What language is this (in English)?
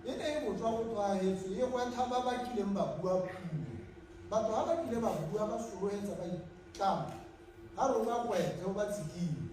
Tswana